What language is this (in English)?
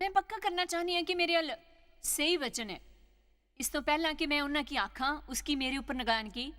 Dogri